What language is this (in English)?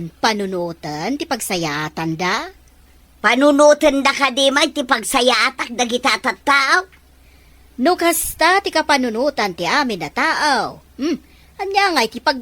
Iloko